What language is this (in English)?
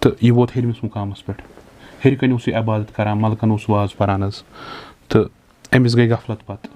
Kashmiri